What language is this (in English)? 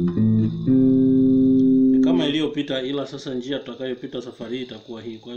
Swahili